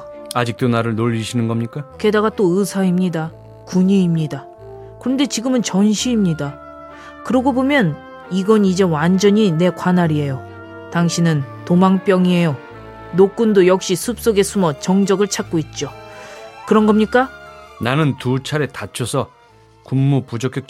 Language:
Korean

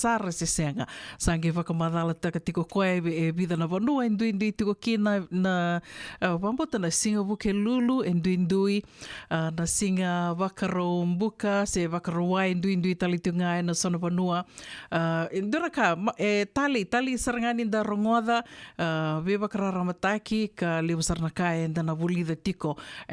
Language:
Fijian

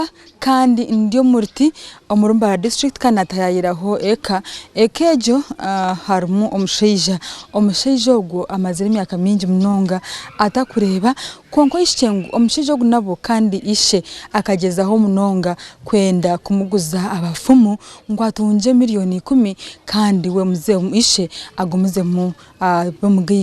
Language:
Nyankole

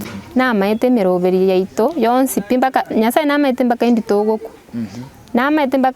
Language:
Gusii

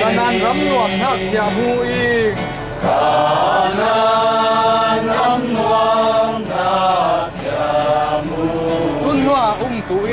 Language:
Falam Chin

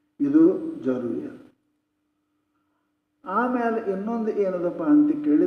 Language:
Kannada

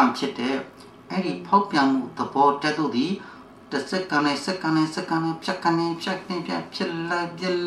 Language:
Burmese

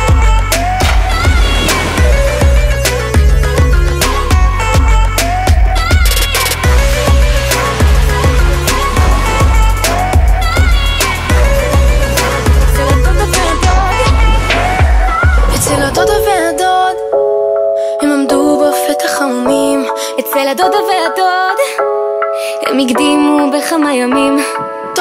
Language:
Hebrew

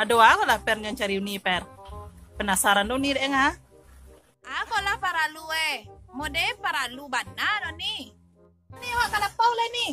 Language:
Minangkabau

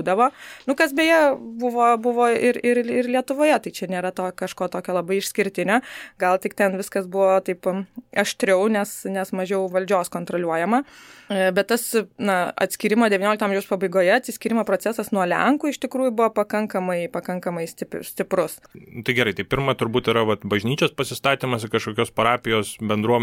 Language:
Lithuanian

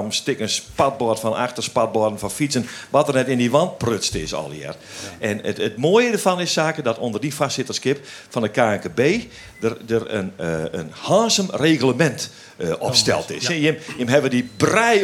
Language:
Western Frisian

